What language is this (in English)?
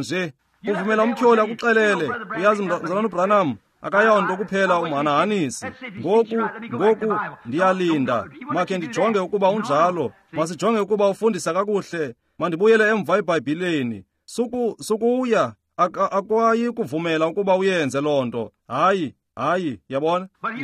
Xhosa